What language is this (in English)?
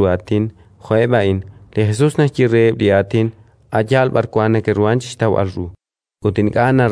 Kekchí